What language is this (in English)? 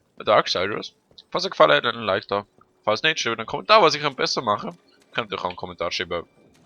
Swiss German